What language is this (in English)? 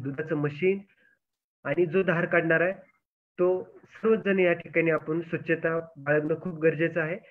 Marathi